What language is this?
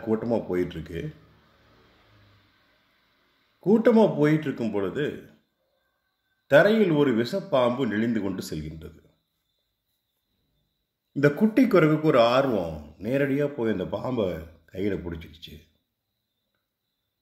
Tamil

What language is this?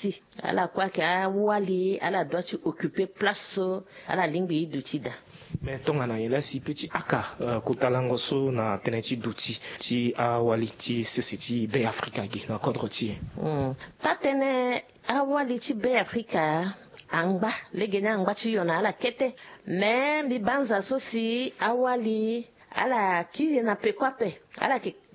Sango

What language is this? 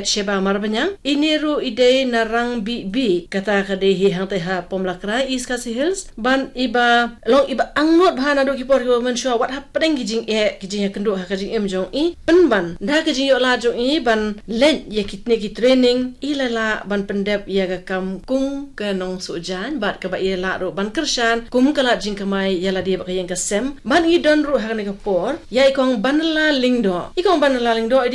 Khasi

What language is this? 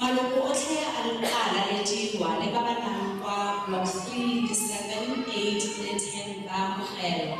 Tswana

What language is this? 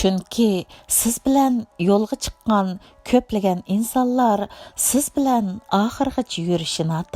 Uyghur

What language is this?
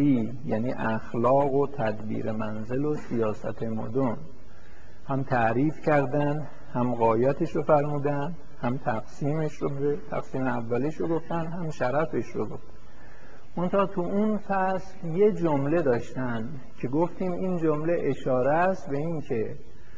Persian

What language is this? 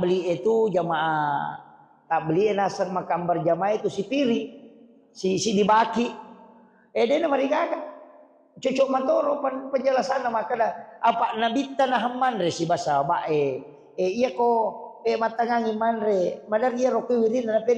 Buginese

